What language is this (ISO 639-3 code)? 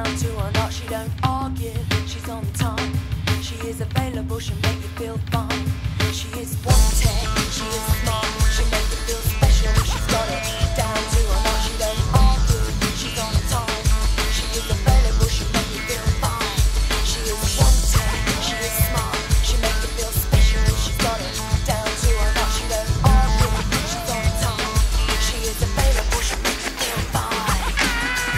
eng